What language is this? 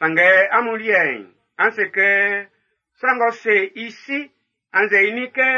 Baoulé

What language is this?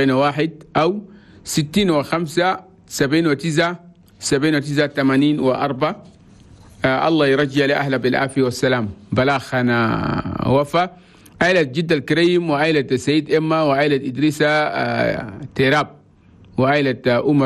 Chadian Arabic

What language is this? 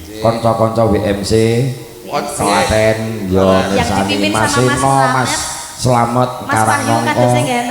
Javanese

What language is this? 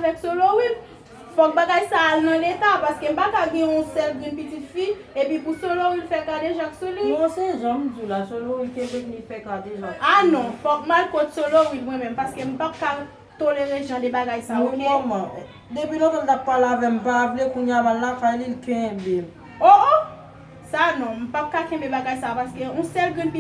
Haitian Creole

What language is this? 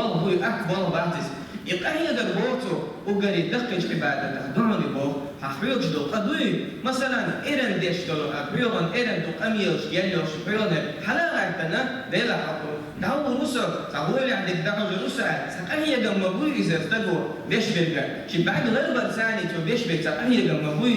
Chechen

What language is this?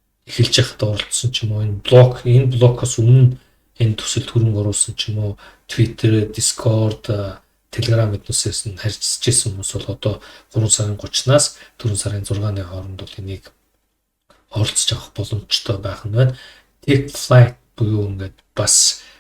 Mongolian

